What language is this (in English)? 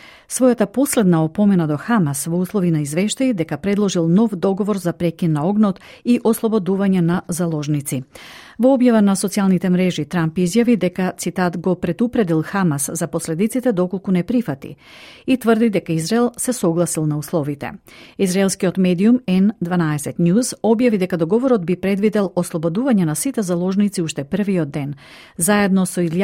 Macedonian